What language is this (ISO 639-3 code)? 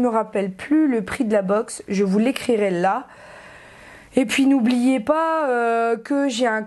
fra